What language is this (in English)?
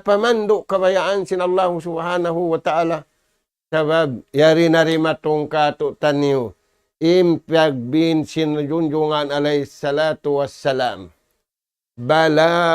Tausug